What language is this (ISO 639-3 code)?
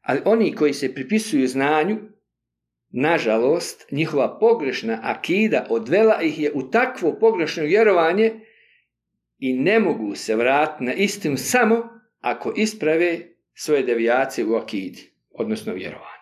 bos